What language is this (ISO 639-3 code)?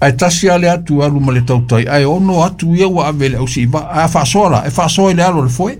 smo